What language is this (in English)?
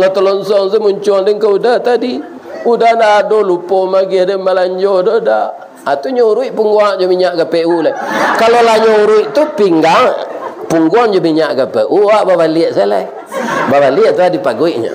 Minangkabau